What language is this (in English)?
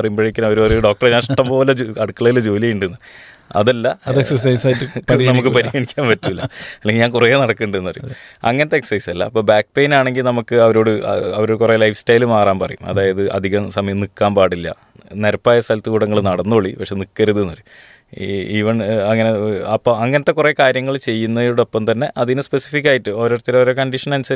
Malayalam